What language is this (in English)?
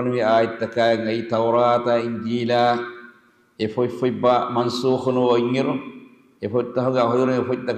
Divehi